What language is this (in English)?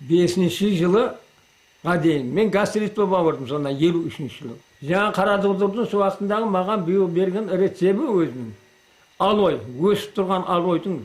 Kara-Kalpak